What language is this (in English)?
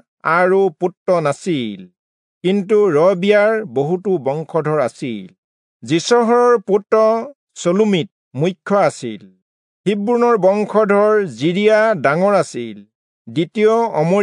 Assamese